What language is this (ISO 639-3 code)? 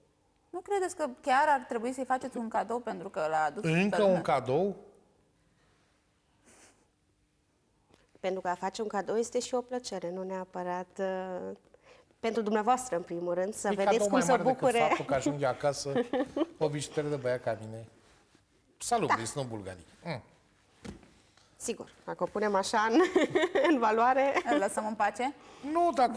ron